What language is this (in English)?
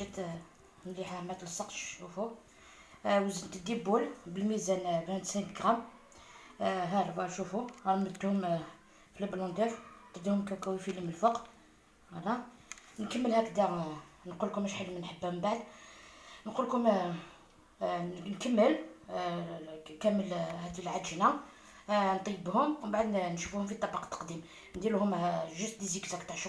Algerian Arabic